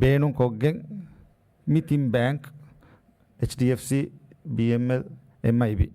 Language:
Divehi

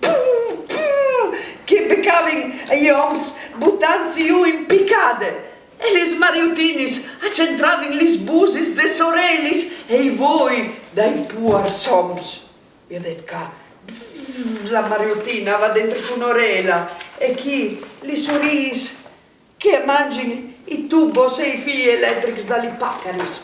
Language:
Friulian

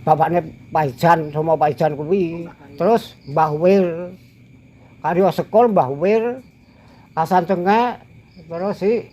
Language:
Javanese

